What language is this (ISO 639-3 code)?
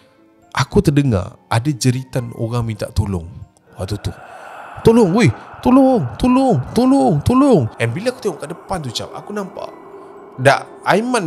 msa